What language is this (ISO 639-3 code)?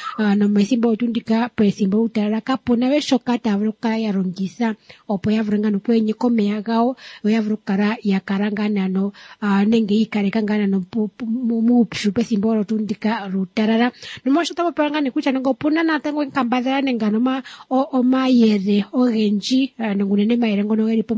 kua